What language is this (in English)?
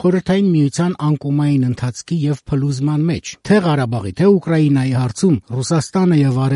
Armenian